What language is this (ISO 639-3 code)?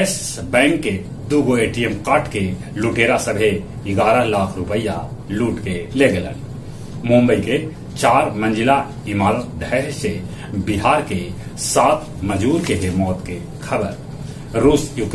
mag